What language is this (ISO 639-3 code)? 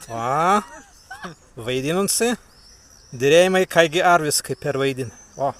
prg